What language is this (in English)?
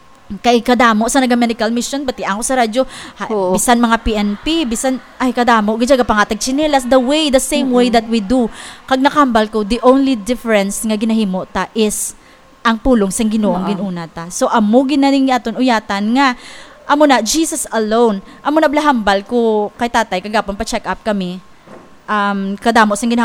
Hiligaynon